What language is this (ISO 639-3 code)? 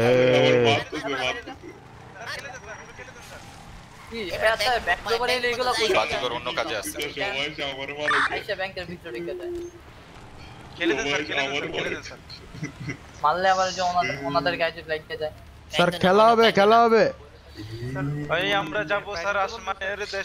ben